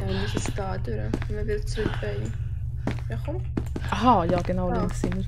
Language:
Swiss German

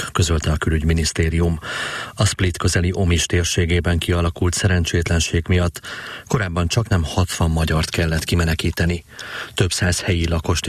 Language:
Hungarian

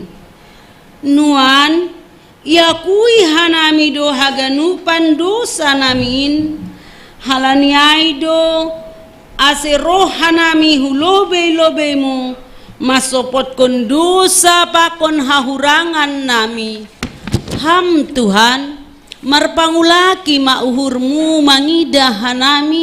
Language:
Batak Simalungun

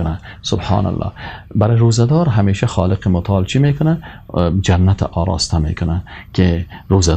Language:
Persian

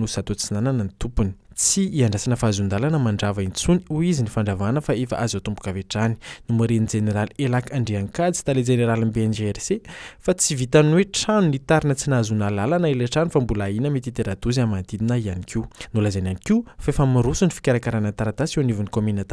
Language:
Malagasy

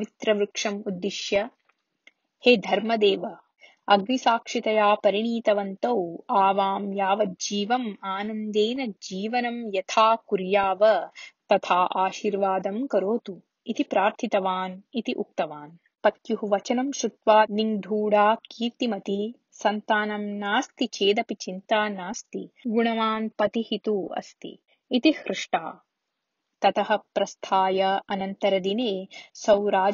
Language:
Sanskrit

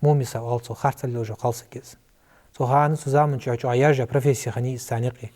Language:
Ingush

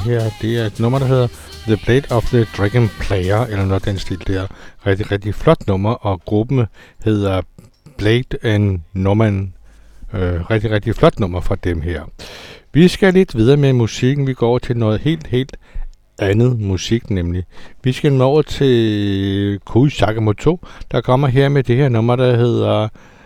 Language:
Danish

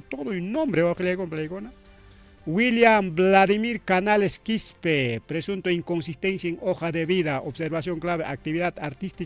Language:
Ayacucho Quechua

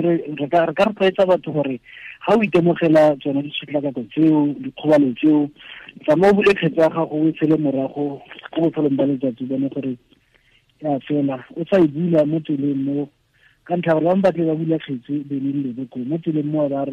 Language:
Tswana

